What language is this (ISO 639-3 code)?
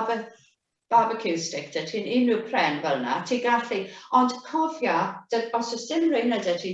cym